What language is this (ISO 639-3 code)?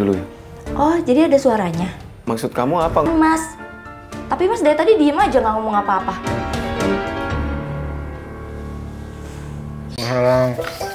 ind